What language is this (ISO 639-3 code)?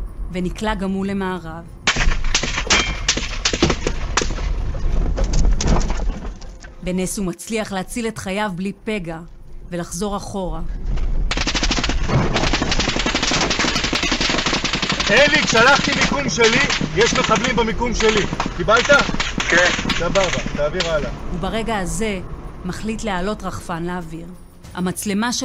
heb